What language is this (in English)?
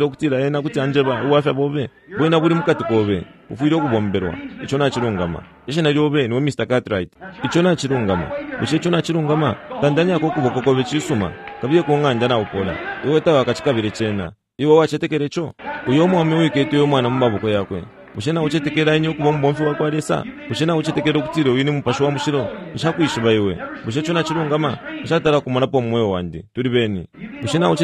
Bemba